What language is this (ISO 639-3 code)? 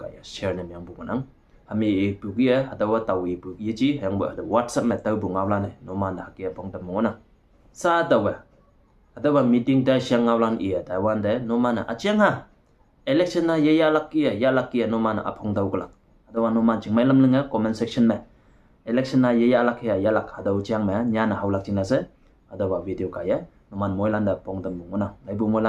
nbe